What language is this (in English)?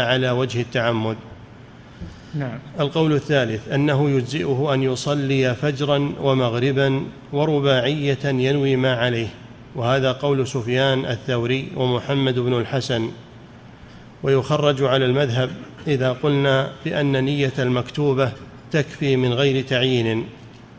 Arabic